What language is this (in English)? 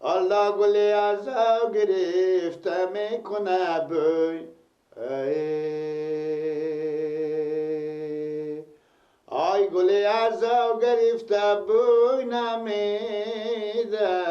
Persian